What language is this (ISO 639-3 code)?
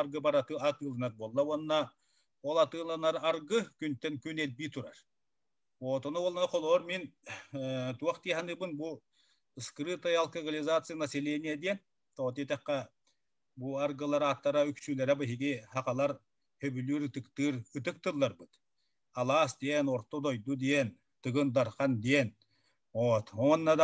sah